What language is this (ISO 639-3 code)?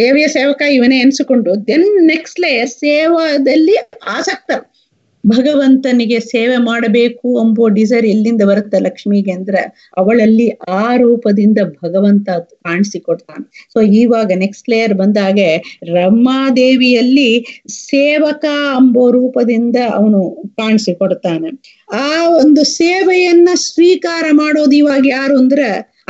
kan